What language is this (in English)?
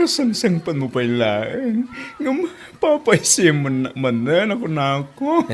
Iloko